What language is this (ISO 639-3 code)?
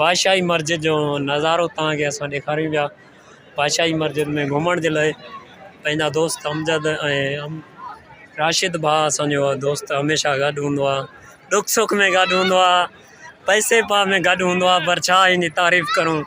snd